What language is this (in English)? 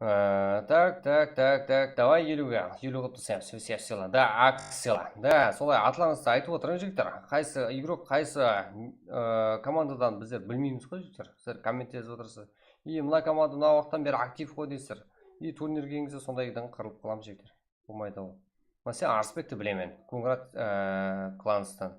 Kara-Kalpak